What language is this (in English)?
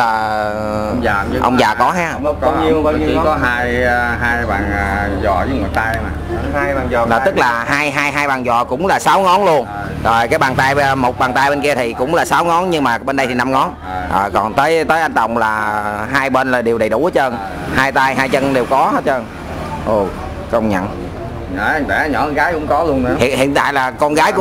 Vietnamese